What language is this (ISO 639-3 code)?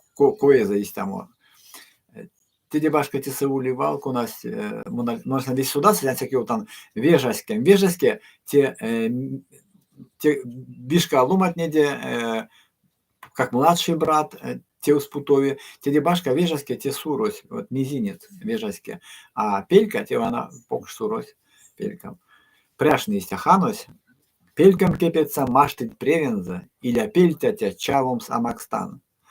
myv